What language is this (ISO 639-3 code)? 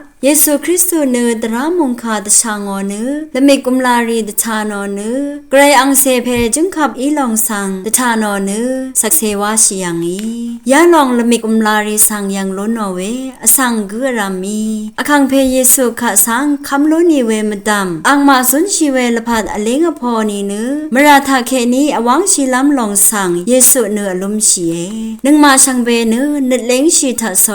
raw